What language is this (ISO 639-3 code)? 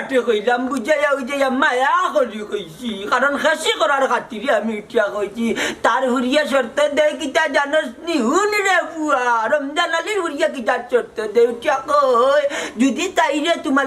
syl